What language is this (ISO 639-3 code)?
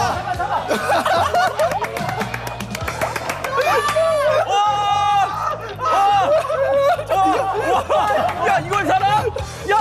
kor